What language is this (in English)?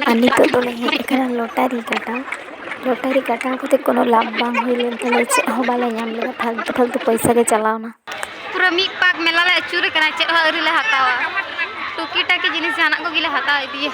Santali